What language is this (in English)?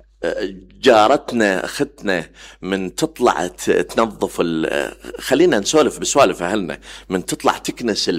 Mesopotamian Arabic